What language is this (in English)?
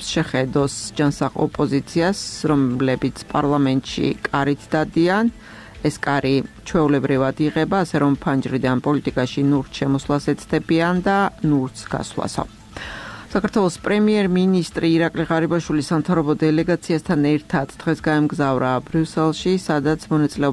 Georgian